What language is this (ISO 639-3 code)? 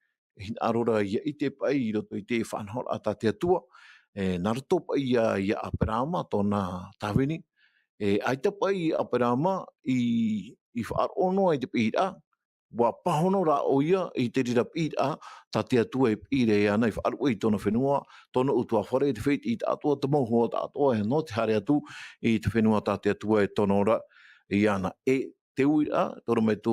tah